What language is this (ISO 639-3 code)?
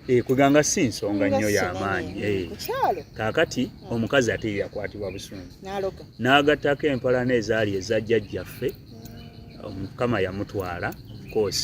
lug